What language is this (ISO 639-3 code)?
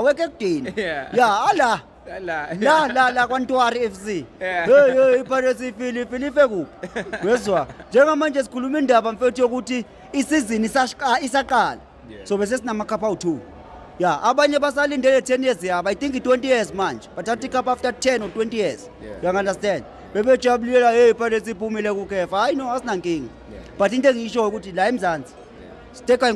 zul